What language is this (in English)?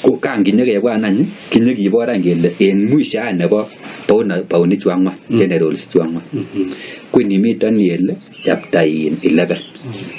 Kalenjin